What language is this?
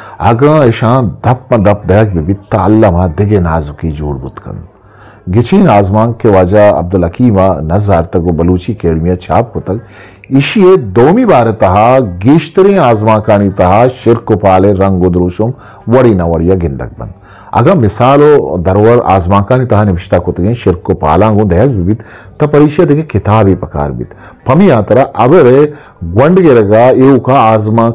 Eastern Balochi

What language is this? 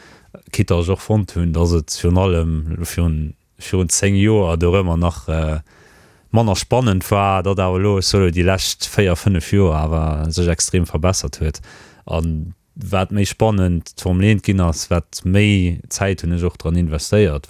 Luxembourgish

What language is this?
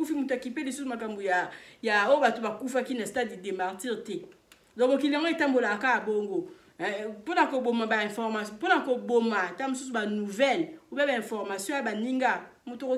Lingala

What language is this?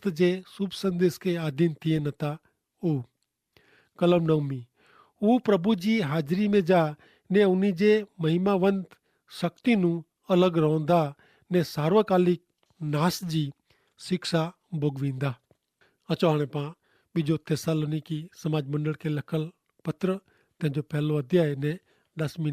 Kachhi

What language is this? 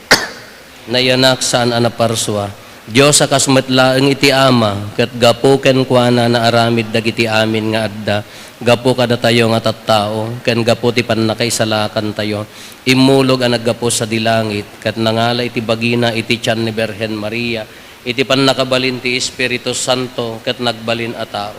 Iloko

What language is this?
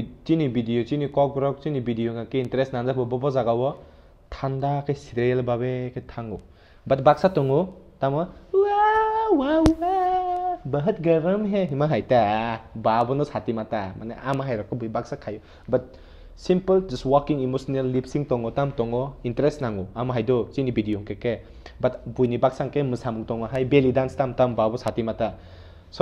Kok Borok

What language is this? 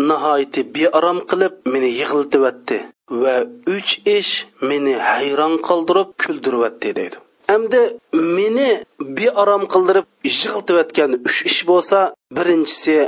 Uyghur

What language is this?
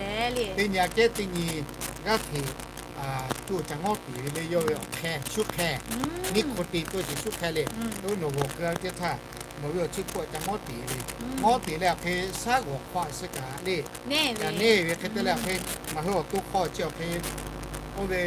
Lahu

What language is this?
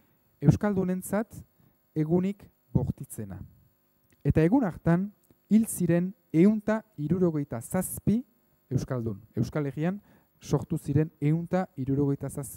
Basque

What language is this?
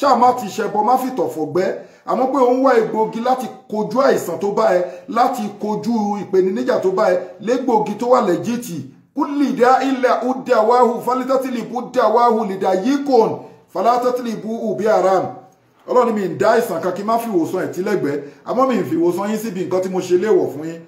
Yoruba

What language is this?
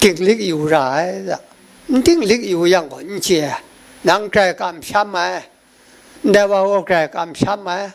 Kachin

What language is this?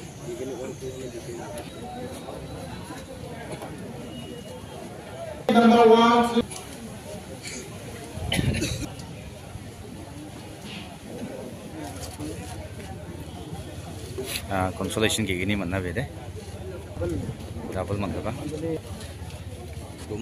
Garo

